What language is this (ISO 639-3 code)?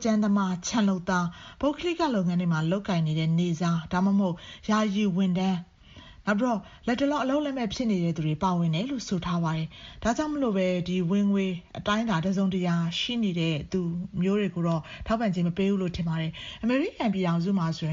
mya